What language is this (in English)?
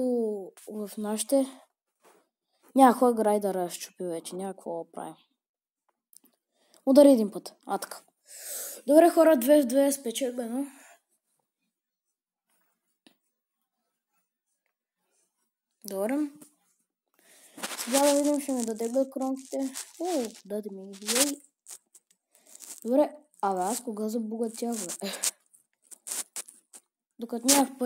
Bulgarian